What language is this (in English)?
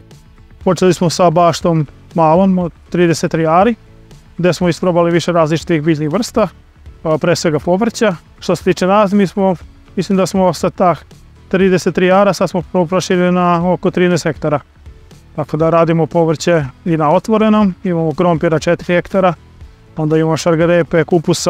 Serbian